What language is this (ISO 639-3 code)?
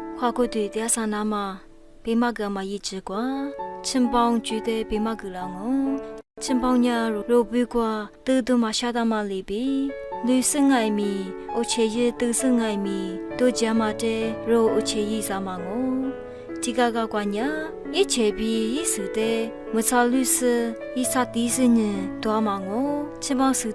lis